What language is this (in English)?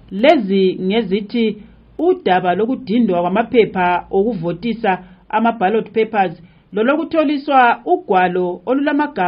North Ndebele